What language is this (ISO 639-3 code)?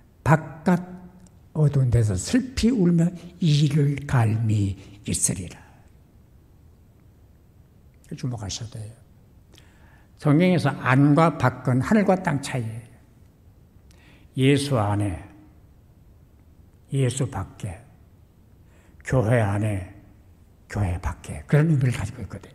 kor